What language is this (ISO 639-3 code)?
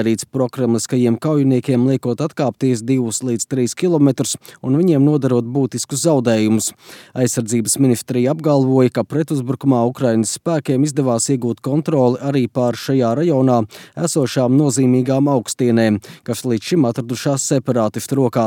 lav